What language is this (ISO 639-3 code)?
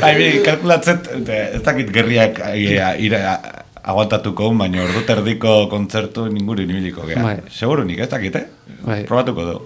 eus